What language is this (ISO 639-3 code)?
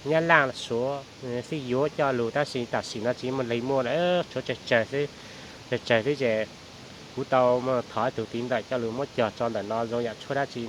hmn